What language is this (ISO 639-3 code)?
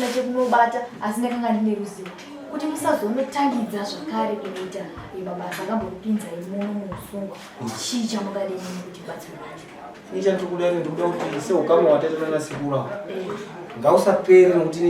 sna